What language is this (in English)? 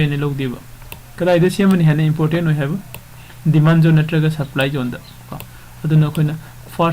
Manipuri